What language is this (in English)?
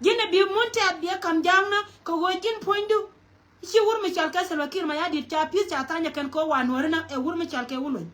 Nuer